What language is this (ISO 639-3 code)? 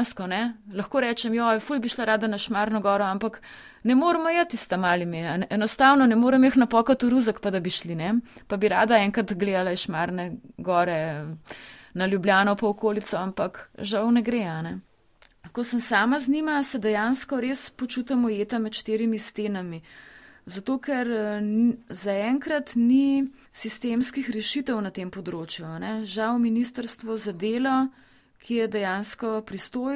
slv